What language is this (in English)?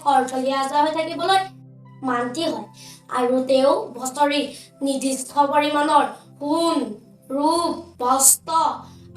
Assamese